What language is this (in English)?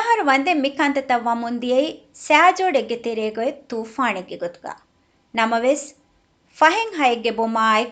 Divehi